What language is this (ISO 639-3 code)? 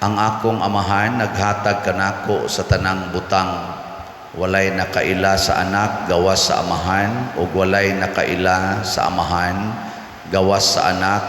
ceb